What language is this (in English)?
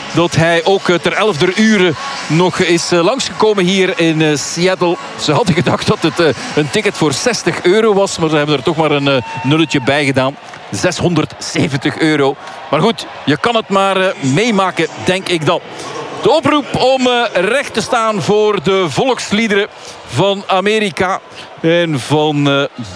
Dutch